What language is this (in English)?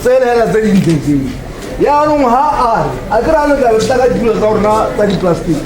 Tswana